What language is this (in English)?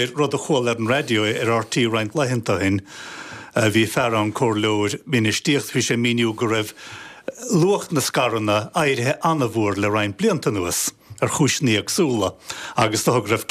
Irish